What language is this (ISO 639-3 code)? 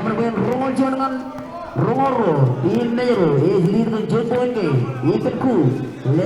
mah